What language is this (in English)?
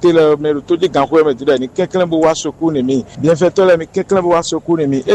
Fon